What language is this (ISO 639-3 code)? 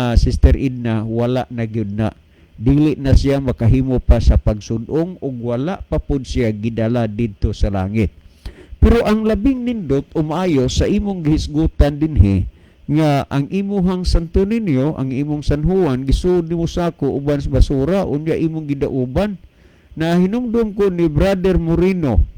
ceb